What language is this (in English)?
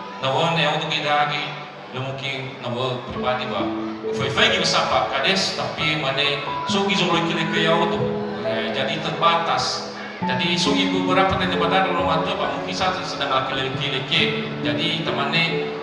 Nias